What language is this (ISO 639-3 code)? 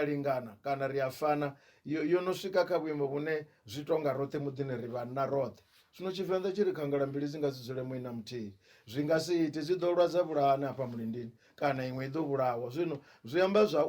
ven